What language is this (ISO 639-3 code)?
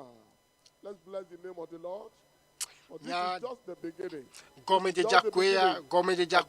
ewe